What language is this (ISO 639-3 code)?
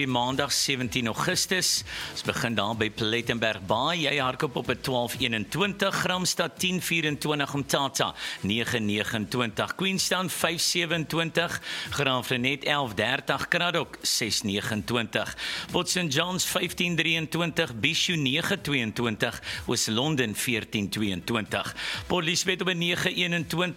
afr